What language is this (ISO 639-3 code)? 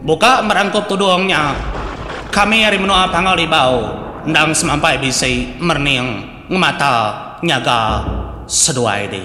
iba